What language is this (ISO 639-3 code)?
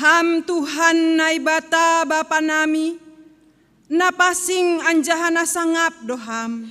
bts